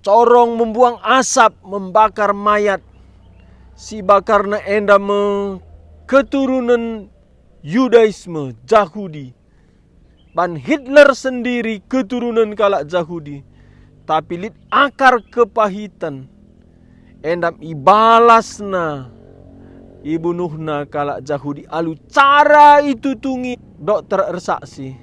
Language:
Batak Karo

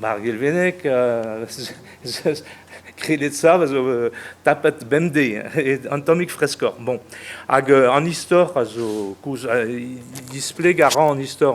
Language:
Breton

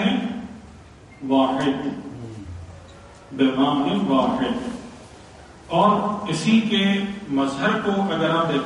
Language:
Urdu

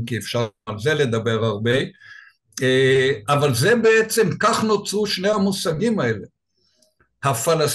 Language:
Hebrew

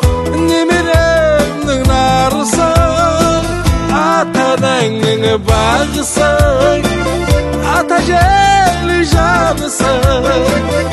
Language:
Kazakh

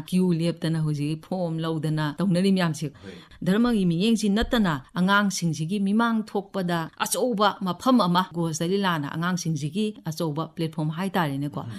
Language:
Manipuri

